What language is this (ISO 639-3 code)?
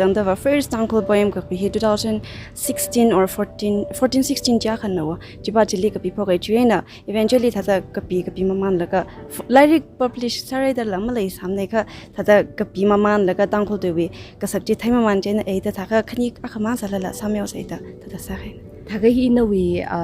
nmf